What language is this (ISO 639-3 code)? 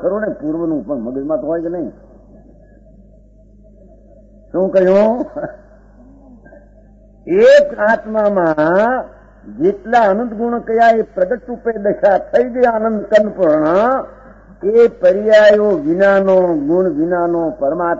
guj